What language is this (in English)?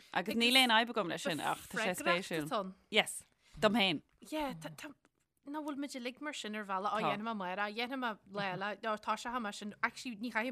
Irish